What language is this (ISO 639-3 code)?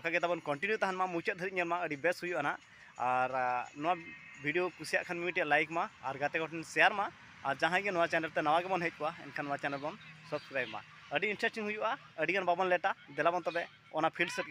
sat